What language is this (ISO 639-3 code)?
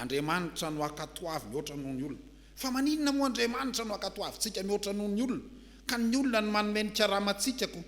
mlg